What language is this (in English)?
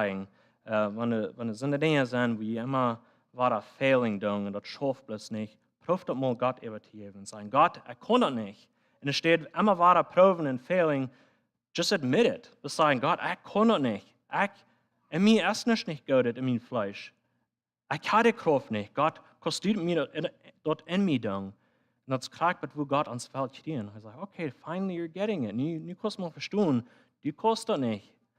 Plautdietsch